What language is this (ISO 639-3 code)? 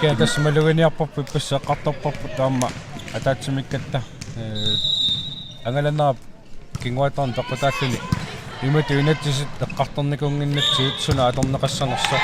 kal